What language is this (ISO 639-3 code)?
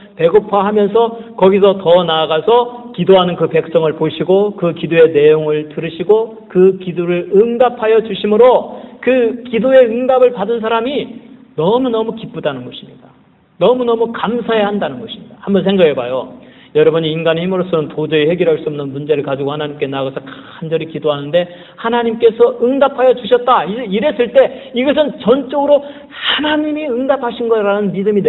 kor